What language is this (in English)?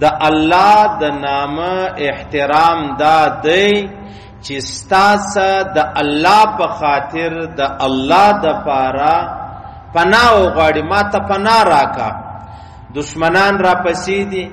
Pashto